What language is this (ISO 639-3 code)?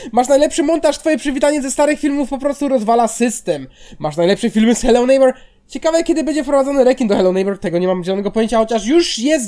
pol